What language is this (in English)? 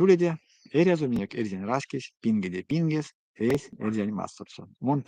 Erzya